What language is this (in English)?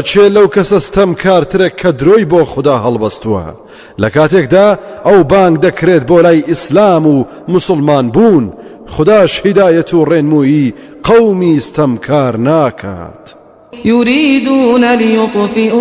Central Kurdish